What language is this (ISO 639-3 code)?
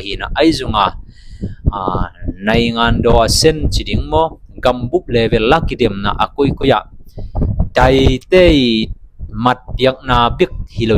ctd